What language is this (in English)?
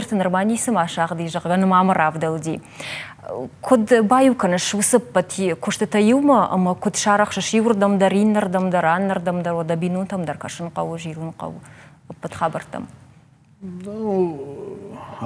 Ossetic